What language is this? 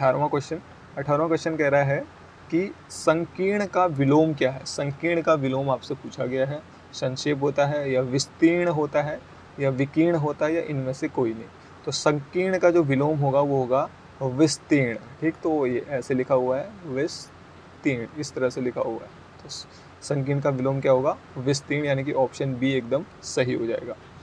Hindi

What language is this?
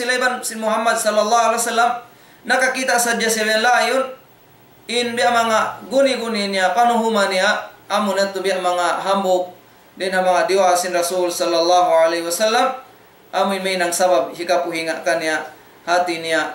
Tausug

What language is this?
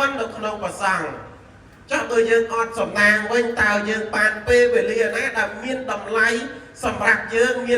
Khmer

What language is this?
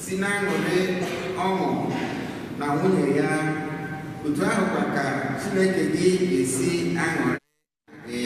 Igbo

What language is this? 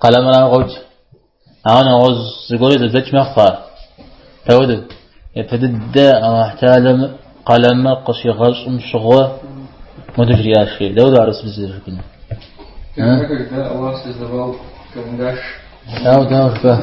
Kabardian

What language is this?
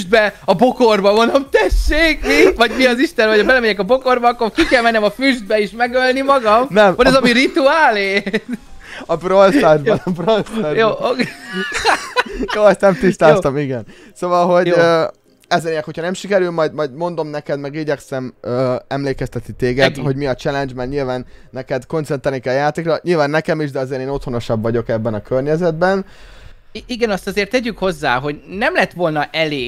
Hungarian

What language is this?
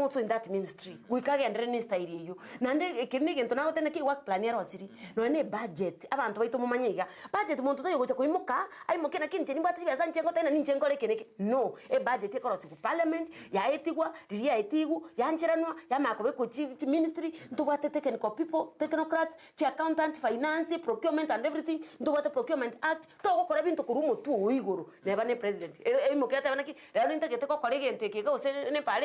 Gusii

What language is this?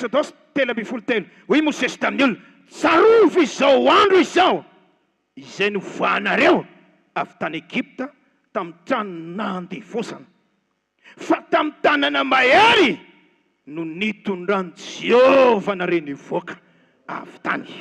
Malagasy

